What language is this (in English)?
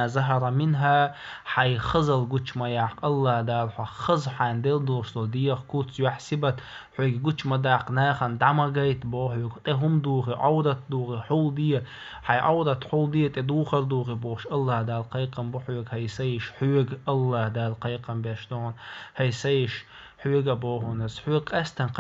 Chechen